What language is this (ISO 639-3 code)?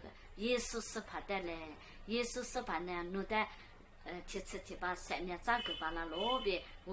lis